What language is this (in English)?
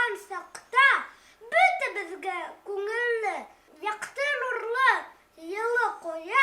Bashkir